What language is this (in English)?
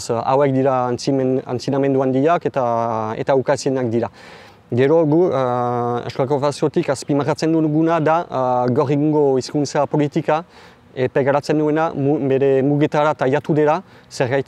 Basque